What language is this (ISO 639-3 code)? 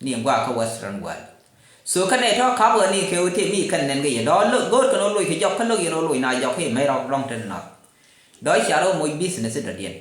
nus